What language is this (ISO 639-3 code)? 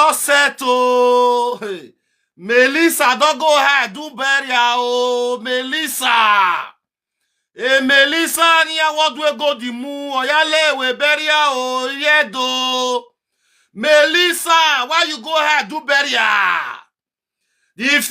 pcm